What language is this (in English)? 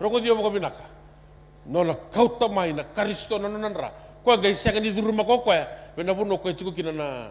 Fijian